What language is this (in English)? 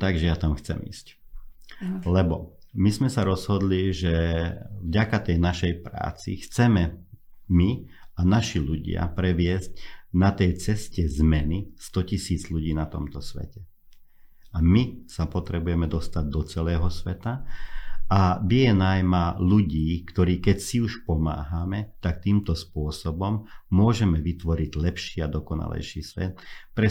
Slovak